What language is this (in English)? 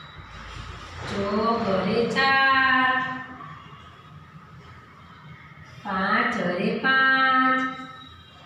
Gujarati